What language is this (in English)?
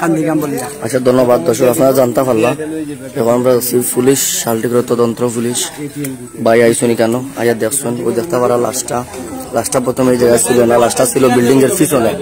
Sylheti